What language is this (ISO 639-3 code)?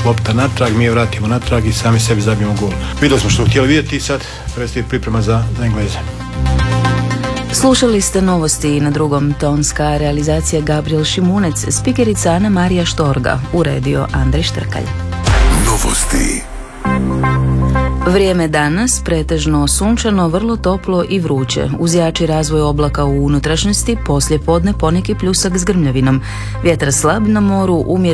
hrv